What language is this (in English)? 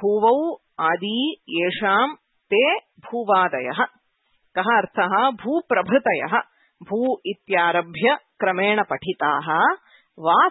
Sanskrit